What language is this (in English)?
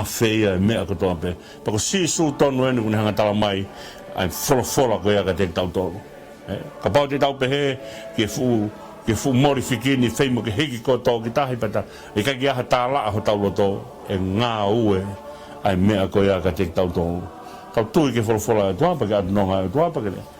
Tongan